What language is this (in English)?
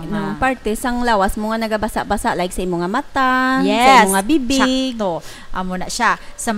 Hiligaynon